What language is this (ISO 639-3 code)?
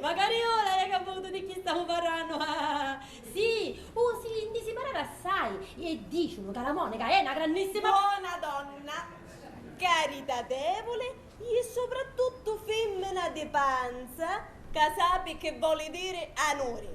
scn